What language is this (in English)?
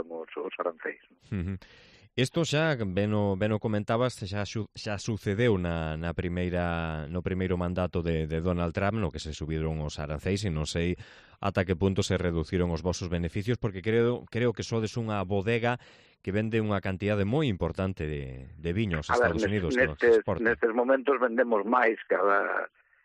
Galician